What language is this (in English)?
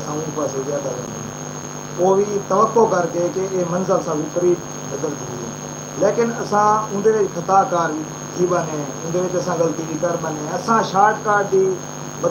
Saraiki